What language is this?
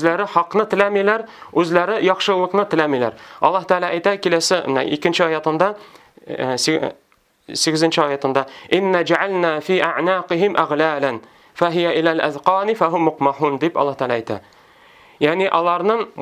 Tatar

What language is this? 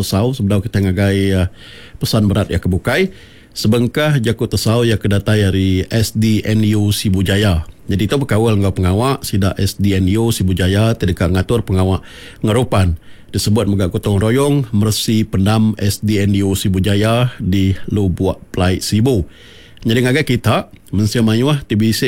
Iban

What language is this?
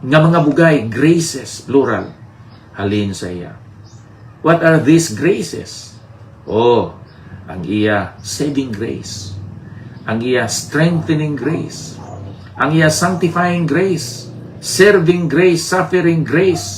Hiligaynon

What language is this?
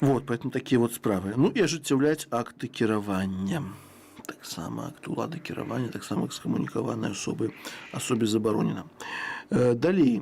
Belarusian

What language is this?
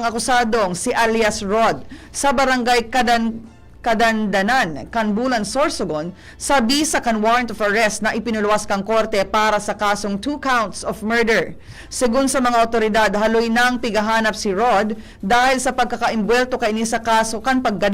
Bikol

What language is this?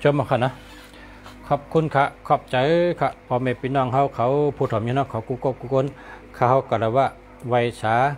Shan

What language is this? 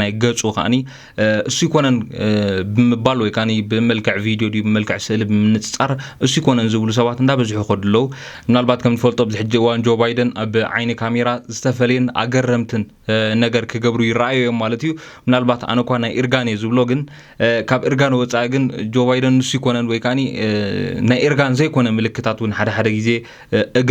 Tigrinya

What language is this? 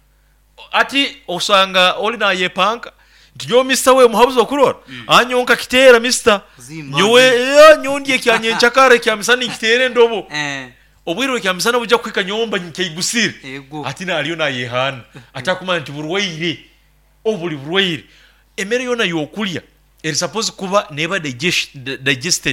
Nyoro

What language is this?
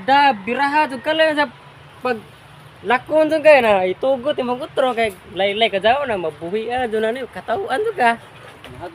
Cebuano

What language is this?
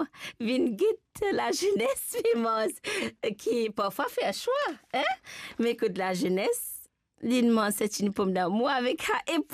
Morisyen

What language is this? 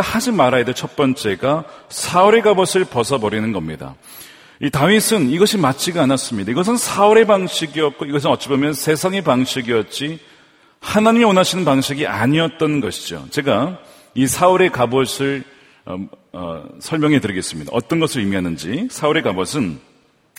Korean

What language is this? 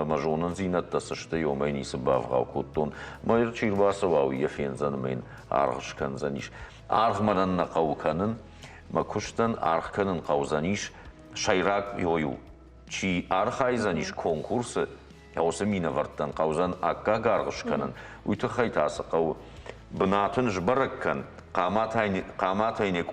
Ossetic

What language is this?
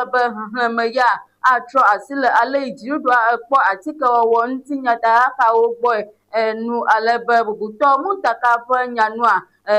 Ewe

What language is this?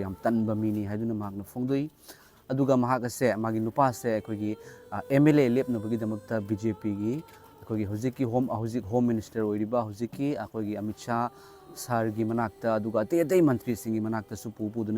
Manipuri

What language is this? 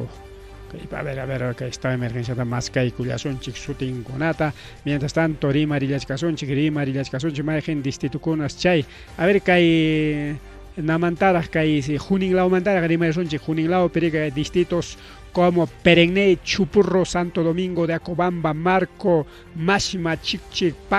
Ayacucho Quechua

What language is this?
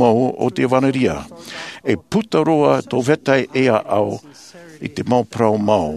Tahitian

